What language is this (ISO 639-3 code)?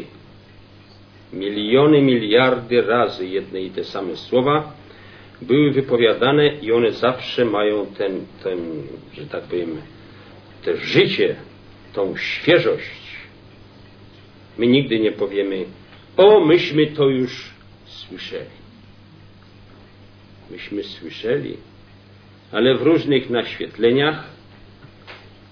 pol